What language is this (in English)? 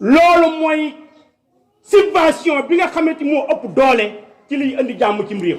Wolof